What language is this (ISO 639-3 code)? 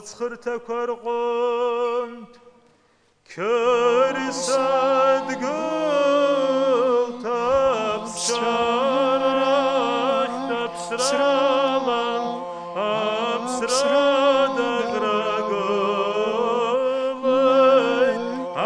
abk